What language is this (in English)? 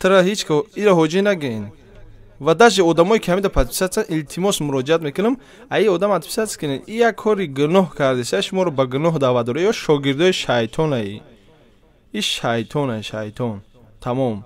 Tajik